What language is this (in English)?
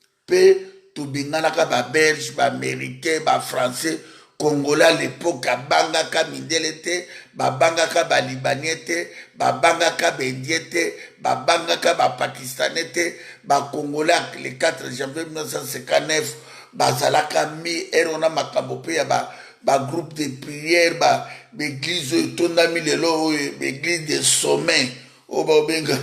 Lingala